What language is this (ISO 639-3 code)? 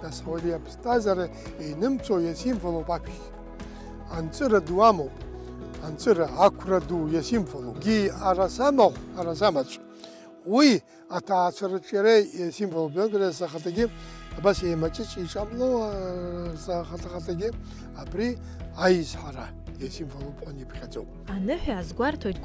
abk